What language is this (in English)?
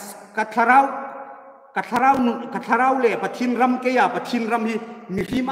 Hmar